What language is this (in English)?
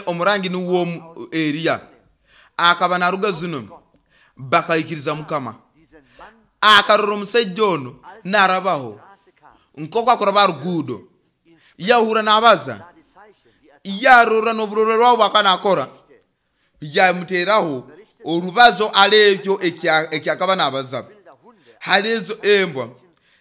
Nyoro